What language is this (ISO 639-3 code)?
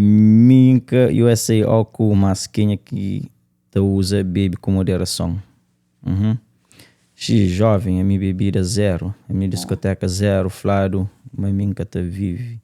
kea